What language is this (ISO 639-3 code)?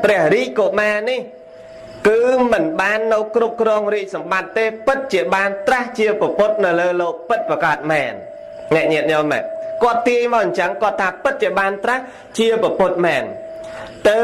khm